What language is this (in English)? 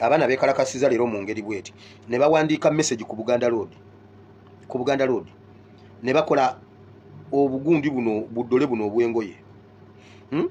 Ganda